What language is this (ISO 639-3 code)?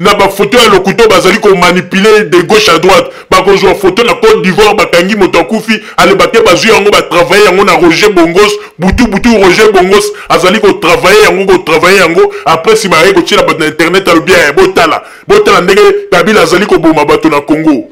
lin